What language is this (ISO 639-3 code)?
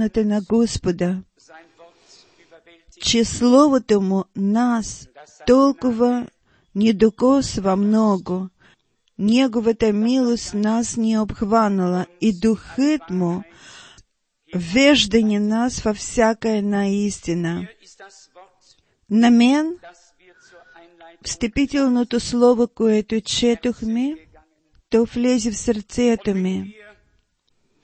bul